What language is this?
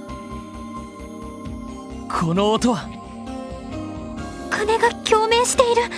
Japanese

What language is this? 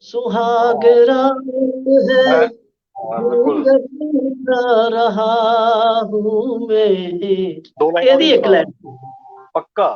Dogri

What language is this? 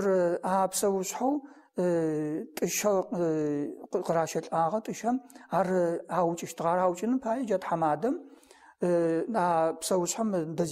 Adyghe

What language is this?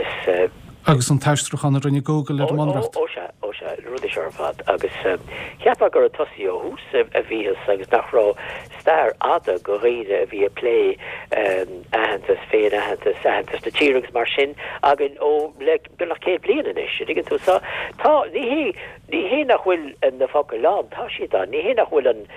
Irish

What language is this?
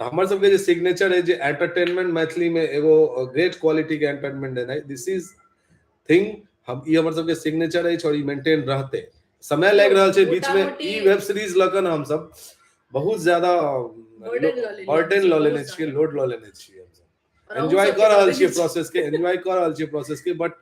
Maithili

